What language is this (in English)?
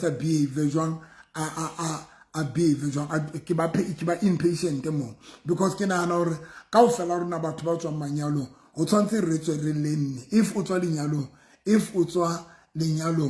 Southern Sotho